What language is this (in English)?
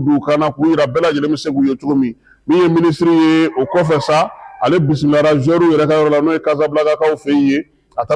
Bambara